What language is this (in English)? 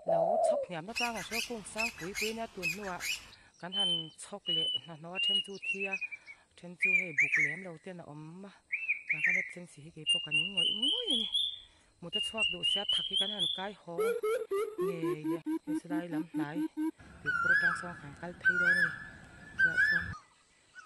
Mizo